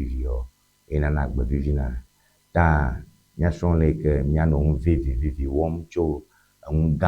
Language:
Ewe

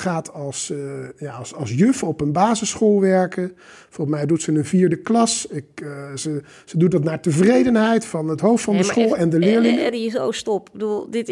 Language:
Dutch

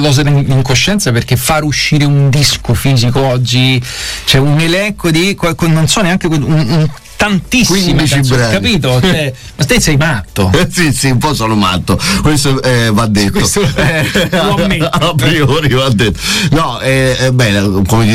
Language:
Italian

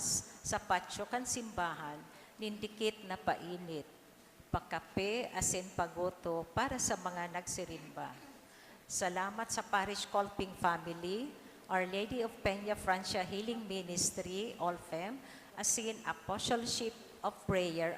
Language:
Bikol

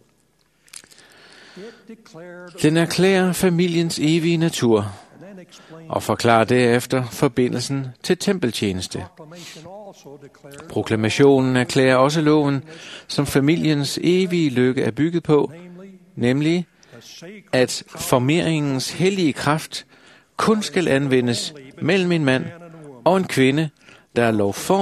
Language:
Danish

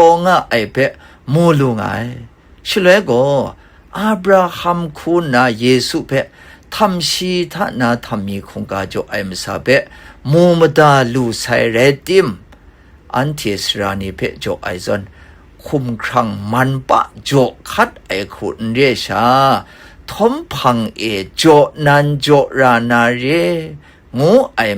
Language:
Kachin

